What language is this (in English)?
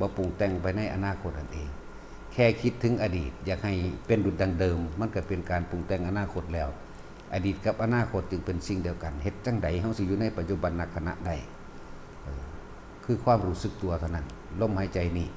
Northeastern Thai